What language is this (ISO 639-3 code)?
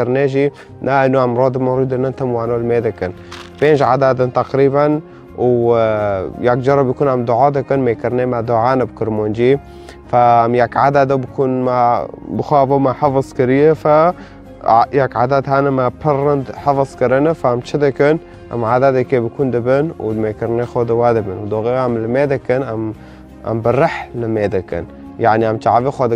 kur